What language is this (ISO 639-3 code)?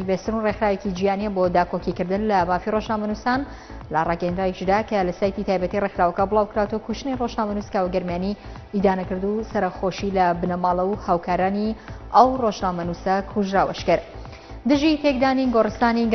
ckb